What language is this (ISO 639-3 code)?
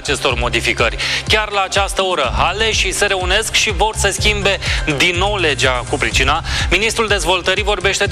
ron